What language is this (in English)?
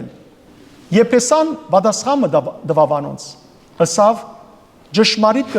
Western Armenian